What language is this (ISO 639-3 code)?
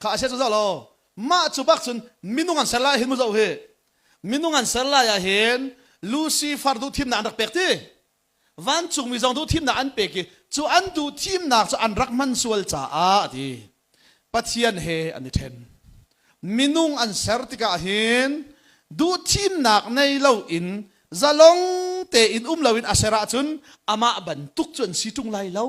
cnh